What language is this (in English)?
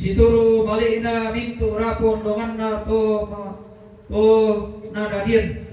Toraja-Sa'dan